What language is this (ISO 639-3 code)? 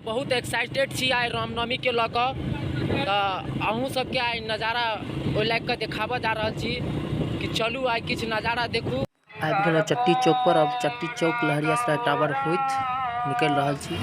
mai